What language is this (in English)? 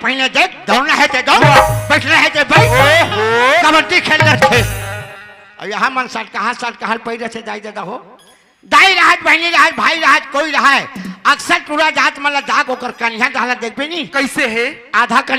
Chhattisgarhi